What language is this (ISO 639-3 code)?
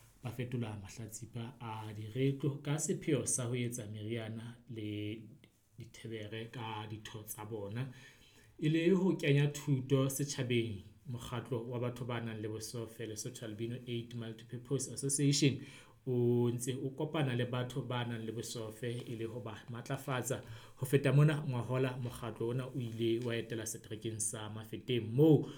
sot